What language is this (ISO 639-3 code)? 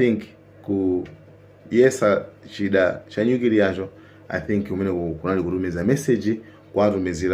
nya